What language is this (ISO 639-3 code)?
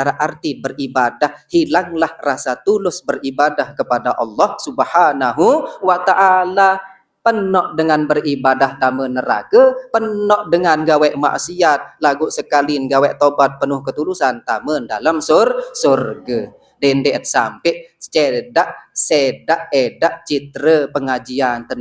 sas